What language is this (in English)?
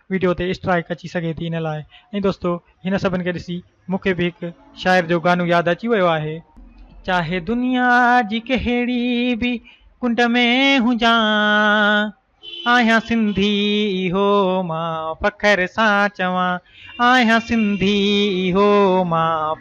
Sindhi